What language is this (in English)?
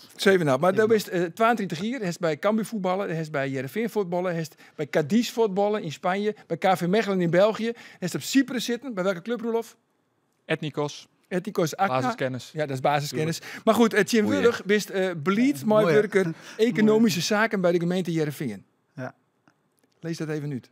Western Frisian